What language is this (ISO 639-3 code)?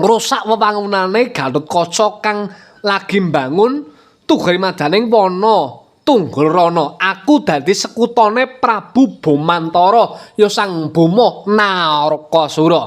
jav